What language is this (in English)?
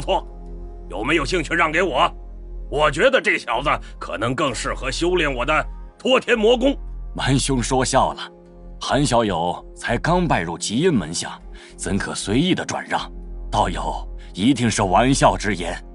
Chinese